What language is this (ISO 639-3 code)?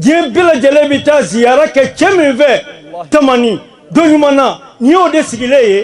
bam